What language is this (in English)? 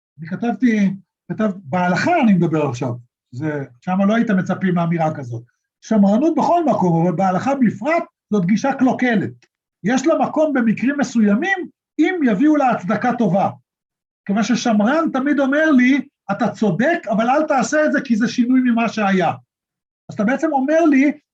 Hebrew